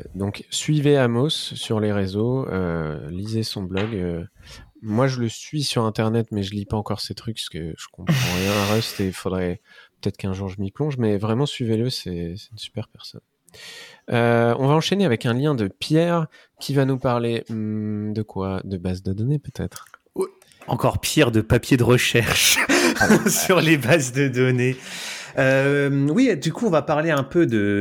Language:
French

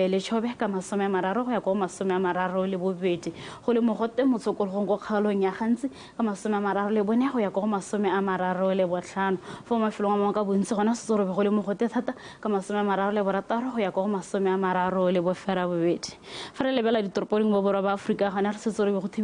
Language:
Tswana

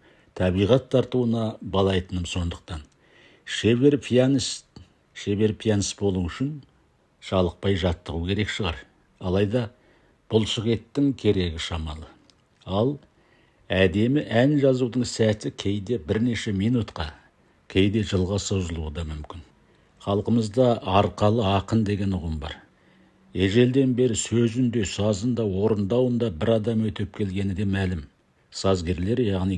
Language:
Kazakh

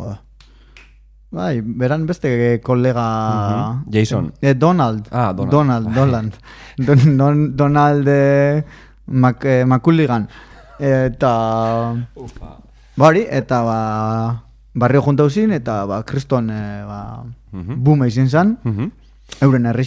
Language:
Basque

